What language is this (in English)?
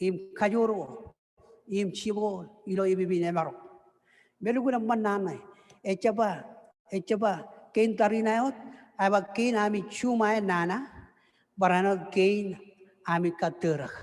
Marshallese